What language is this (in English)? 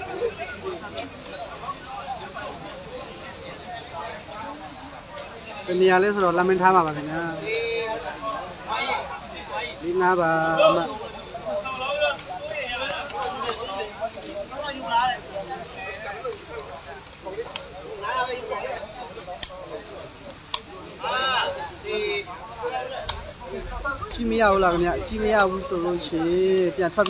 Burmese